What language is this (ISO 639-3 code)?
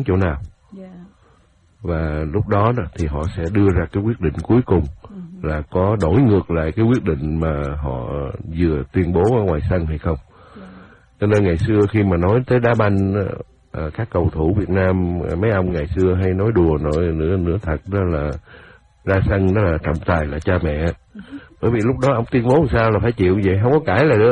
vie